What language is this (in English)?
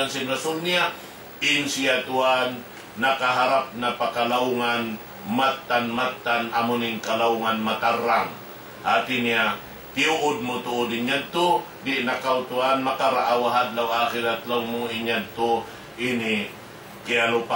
Tausug